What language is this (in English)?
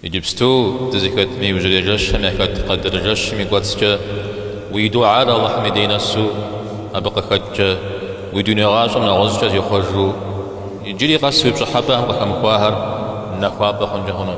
Kabardian